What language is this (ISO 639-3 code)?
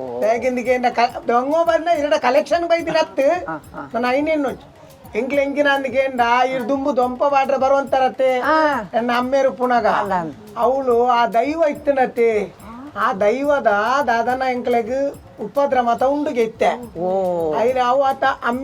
tcy